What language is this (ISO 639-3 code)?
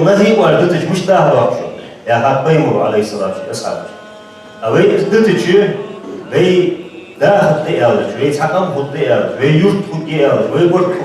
inh